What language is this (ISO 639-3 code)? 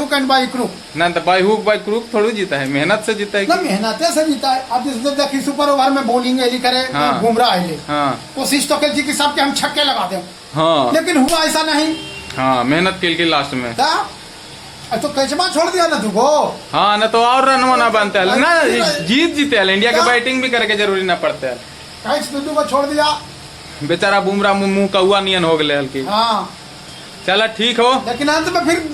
mag